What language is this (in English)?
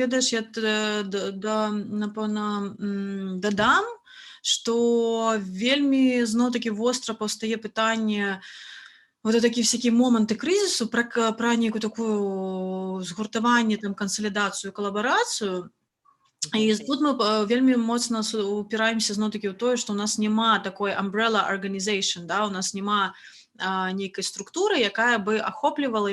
Belarusian